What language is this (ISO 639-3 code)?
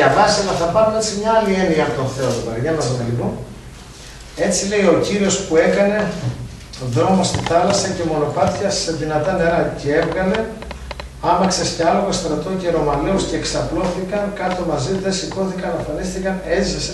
ell